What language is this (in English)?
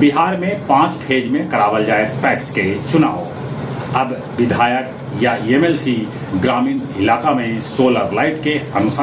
Magahi